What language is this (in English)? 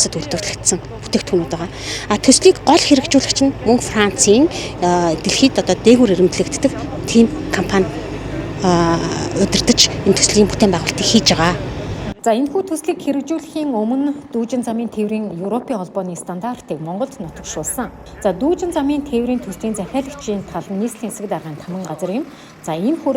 Mongolian